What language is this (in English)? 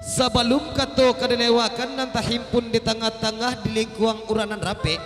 Minangkabau